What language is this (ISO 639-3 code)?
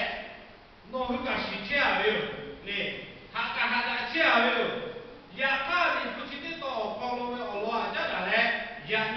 lhu